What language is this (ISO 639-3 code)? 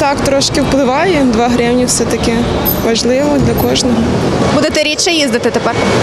ukr